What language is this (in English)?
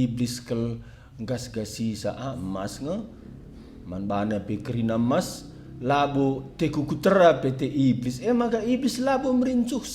Batak Karo